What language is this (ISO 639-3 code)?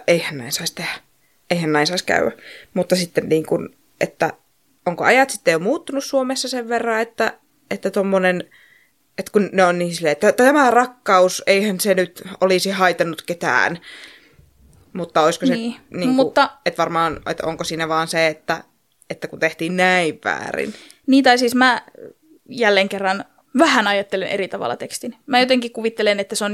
fin